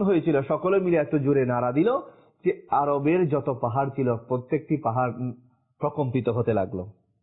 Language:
Bangla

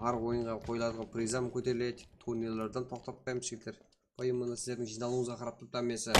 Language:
Kara-Kalpak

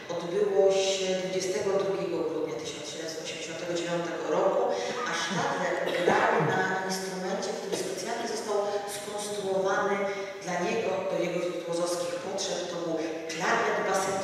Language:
Polish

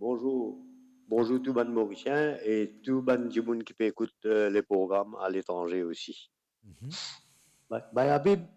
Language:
Morisyen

